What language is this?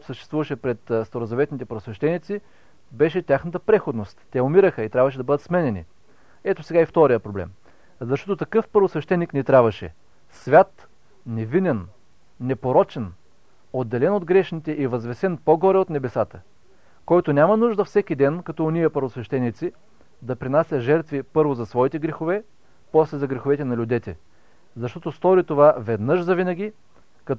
Bulgarian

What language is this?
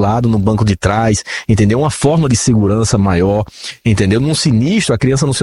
Portuguese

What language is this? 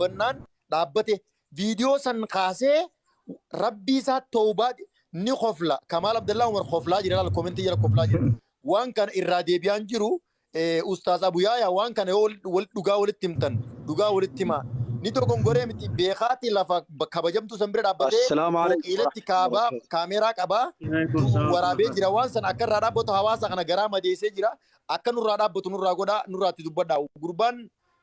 Oromo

